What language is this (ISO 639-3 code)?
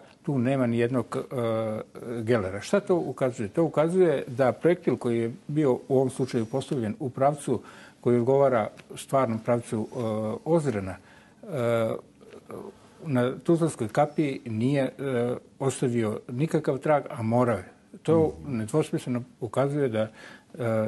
bos